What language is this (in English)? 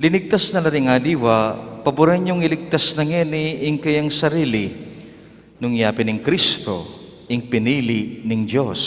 Pampanga